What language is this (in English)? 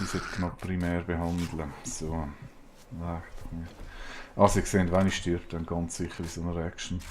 Swiss German